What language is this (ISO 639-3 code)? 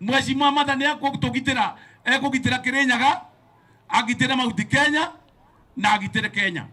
kik